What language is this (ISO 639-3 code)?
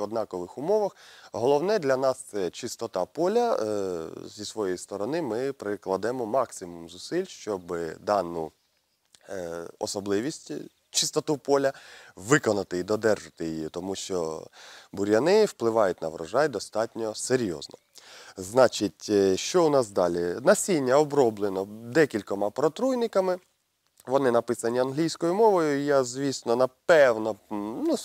ukr